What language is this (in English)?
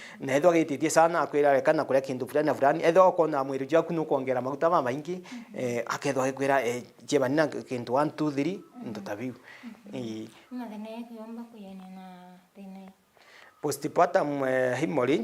Meru